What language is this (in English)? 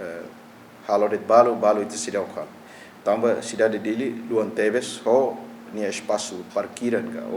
Tetum